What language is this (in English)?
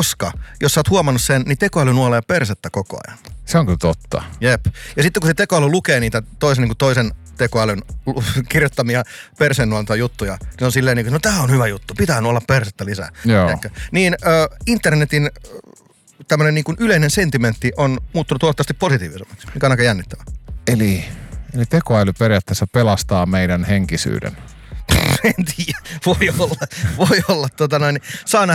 Finnish